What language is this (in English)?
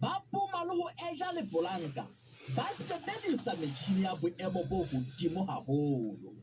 Southern Sotho